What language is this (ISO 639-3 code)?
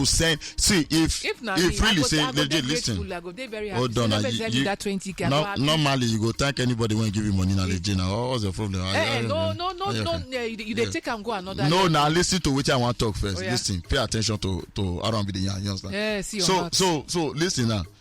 pcm